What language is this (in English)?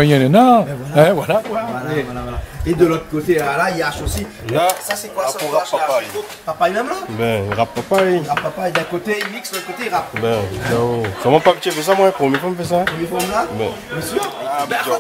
Réunion Creole French